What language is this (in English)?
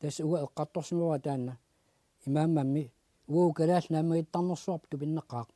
Kalaallisut